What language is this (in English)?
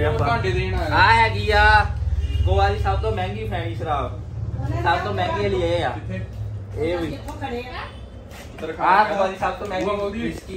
Punjabi